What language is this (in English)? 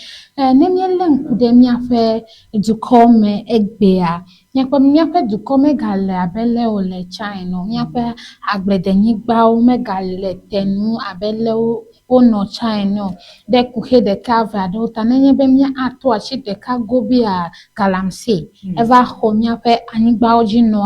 Ewe